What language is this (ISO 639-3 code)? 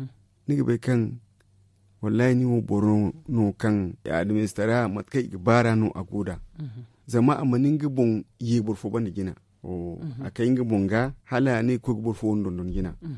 dje